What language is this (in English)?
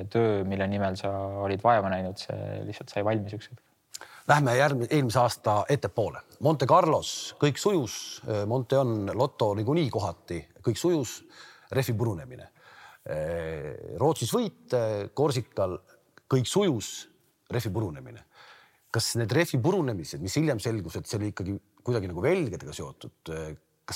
Estonian